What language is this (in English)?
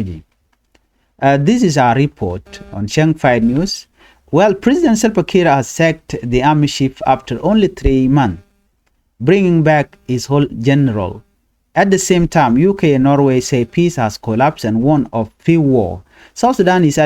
Nuer